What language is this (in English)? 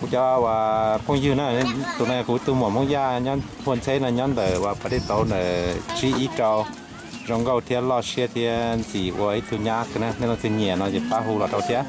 Hmong